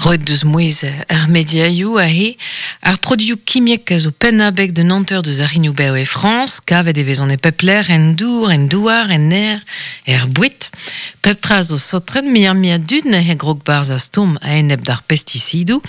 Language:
Breton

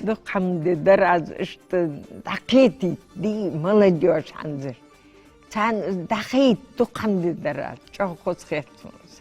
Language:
Ingush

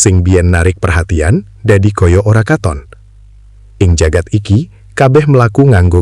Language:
Javanese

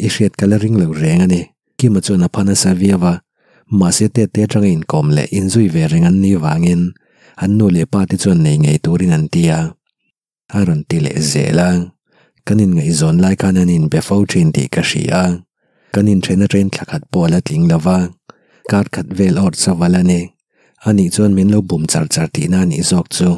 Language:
Mizo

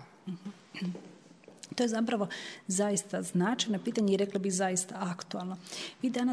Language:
Croatian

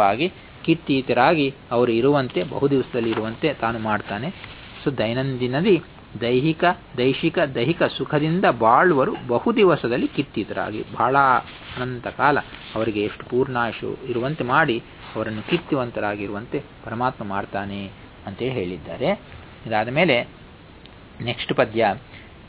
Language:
Kannada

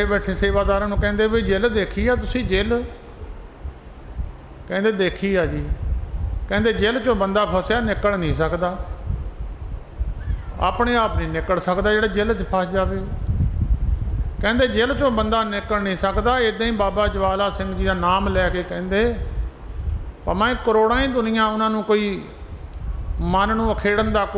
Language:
Punjabi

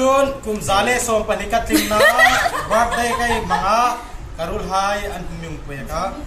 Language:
Hmar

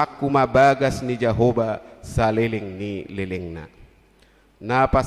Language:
Batak Toba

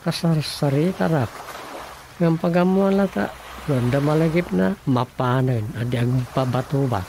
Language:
Iloko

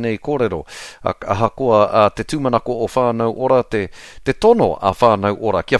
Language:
Māori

